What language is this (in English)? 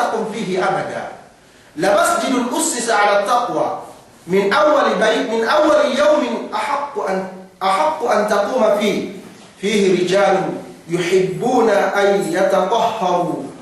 Yakan